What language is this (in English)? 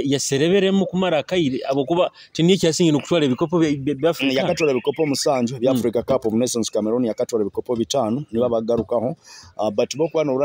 Nyoro